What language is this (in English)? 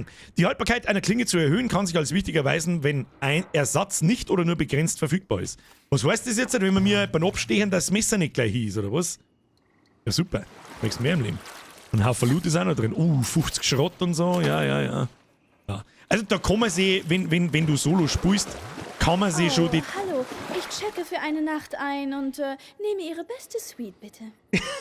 Bavarian